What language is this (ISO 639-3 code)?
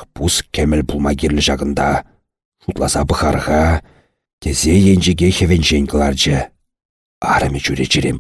chv